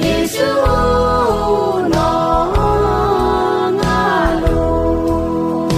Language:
Akha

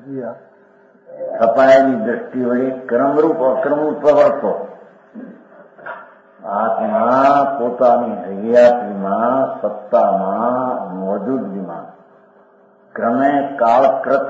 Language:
Gujarati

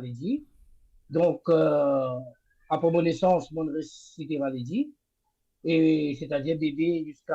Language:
Morisyen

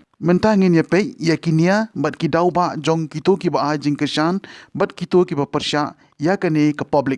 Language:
Khasi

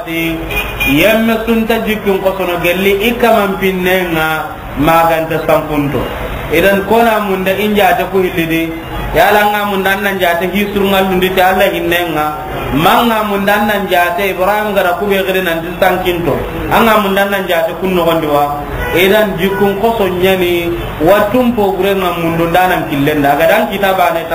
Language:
Soninke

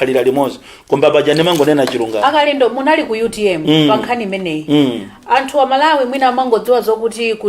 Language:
Nyanja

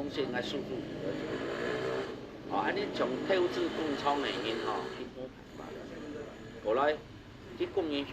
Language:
Hakka Chinese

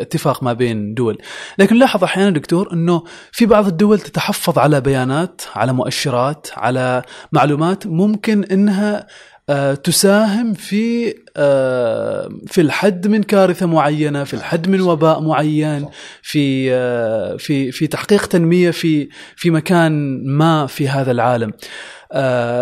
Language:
Gulf Arabic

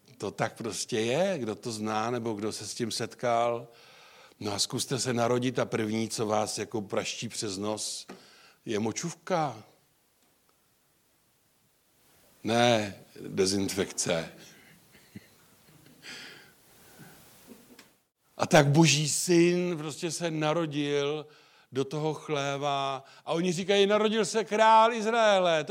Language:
Czech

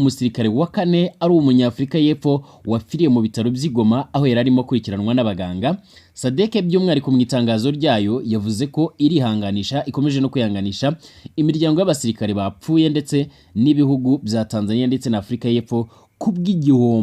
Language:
Kinyarwanda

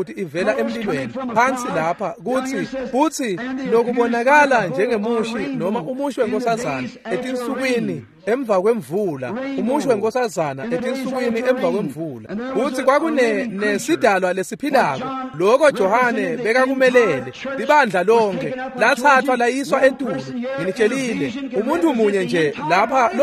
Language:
Swati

